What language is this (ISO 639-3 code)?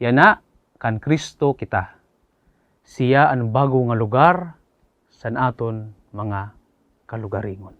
war